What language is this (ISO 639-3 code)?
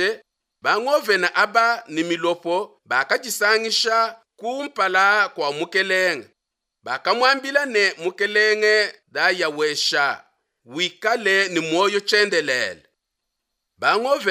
lua